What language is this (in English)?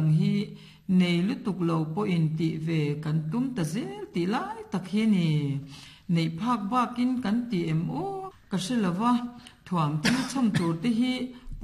Mizo